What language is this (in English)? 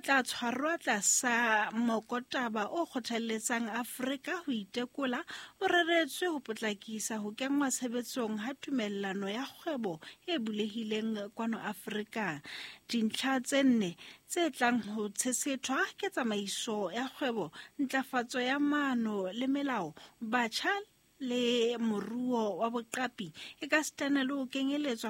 Southern Sotho